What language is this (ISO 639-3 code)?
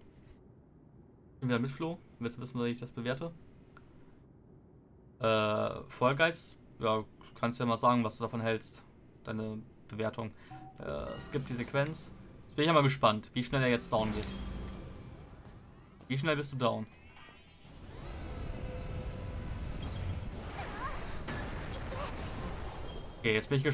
deu